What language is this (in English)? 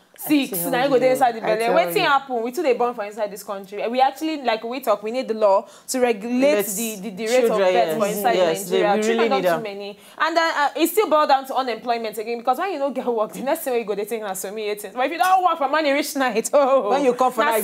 Nigerian Pidgin